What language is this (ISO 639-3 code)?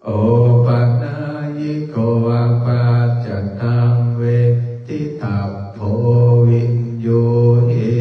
pli